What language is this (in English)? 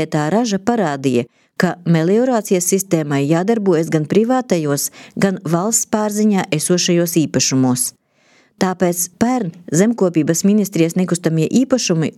Latvian